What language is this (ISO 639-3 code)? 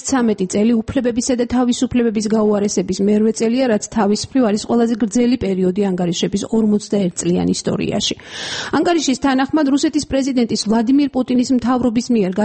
kat